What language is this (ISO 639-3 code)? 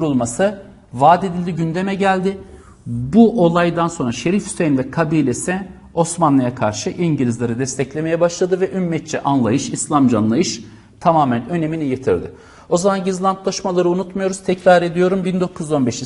tur